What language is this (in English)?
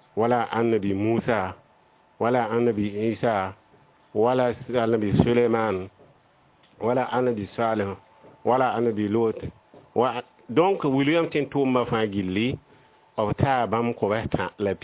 Mossi